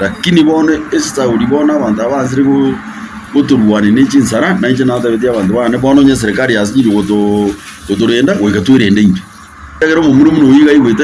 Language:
Gusii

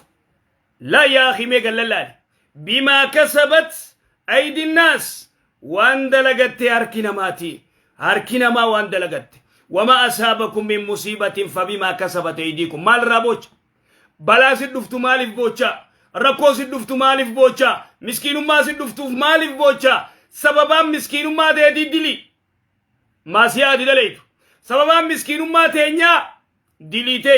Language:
Oromo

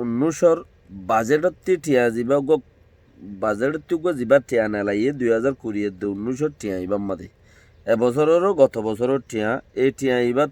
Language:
Rohingya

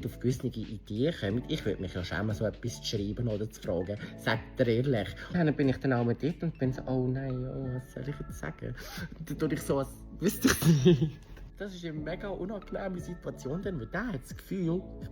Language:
Swiss German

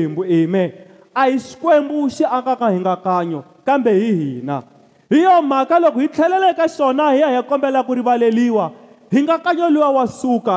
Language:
Tsonga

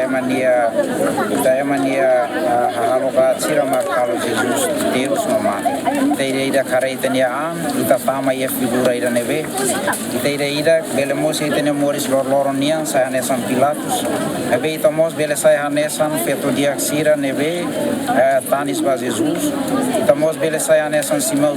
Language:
Tetum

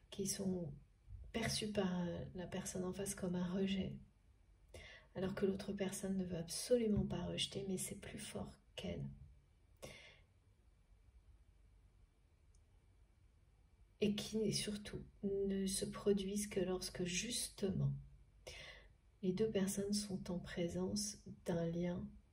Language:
French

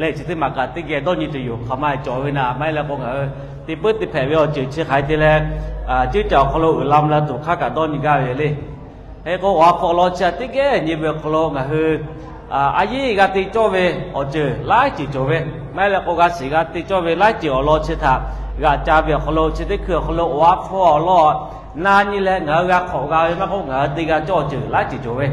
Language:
Lahu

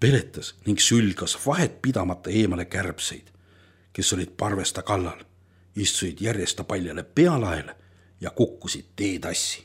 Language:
Estonian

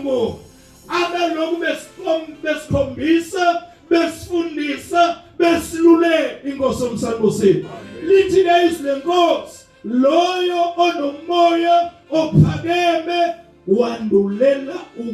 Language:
Zulu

